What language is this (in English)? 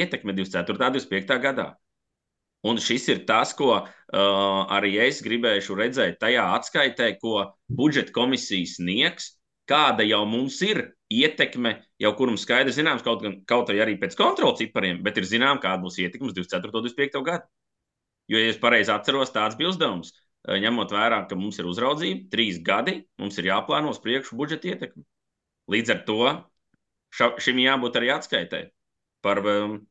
Latvian